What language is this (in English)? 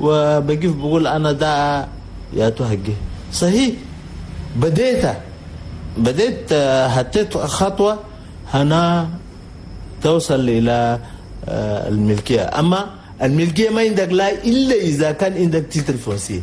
Chadian Arabic